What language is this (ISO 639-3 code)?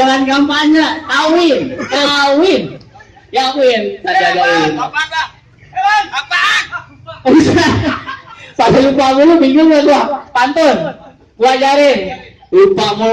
bew